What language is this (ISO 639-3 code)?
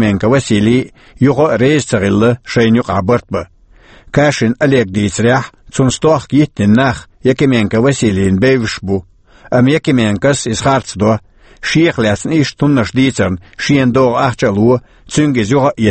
che